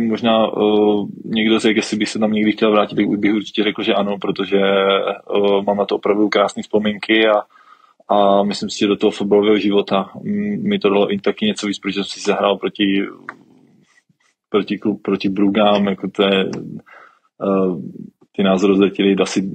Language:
Czech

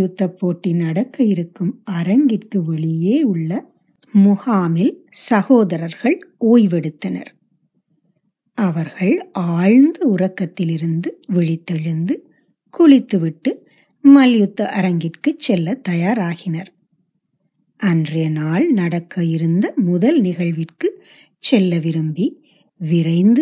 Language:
Tamil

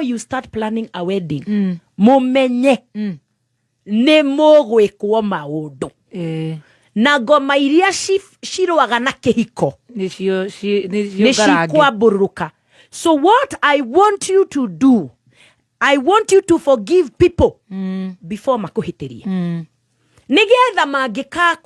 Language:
Kikuyu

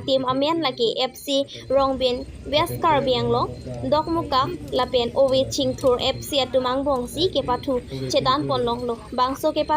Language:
Karbi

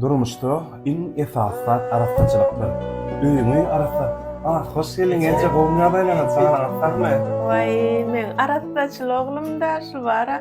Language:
Turkmen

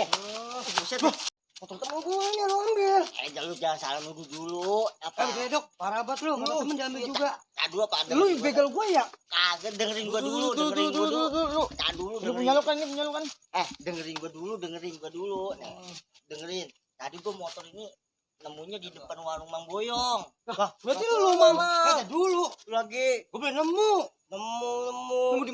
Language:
Betawi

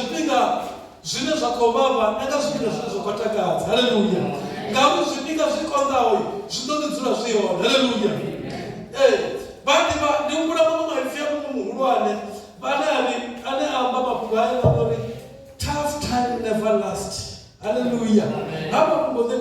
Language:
Venda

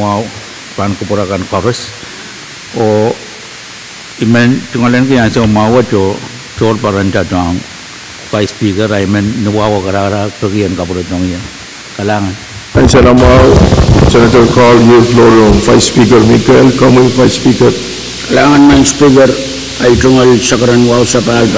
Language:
Pohnpeian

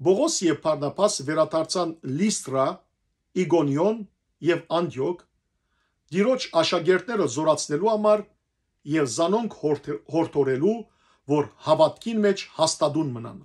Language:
Western Armenian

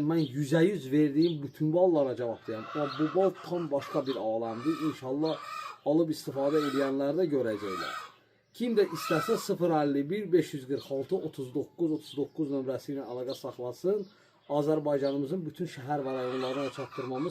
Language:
Azerbaijani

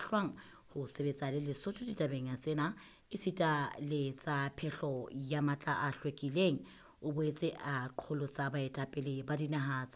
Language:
Southern Sotho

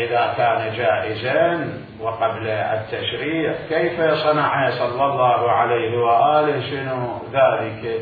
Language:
Mesopotamian Arabic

